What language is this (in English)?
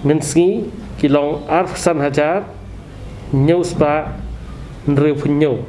Khasi